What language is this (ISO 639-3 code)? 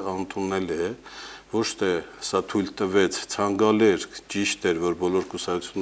hye